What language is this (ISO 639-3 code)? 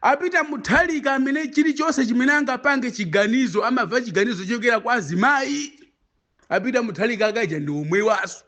nya